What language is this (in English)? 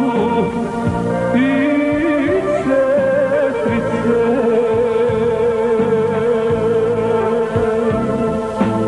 Croatian